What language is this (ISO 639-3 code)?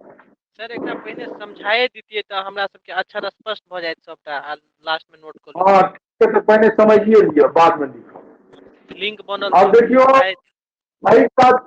mai